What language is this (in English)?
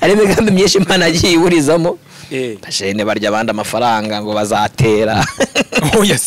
Kinyarwanda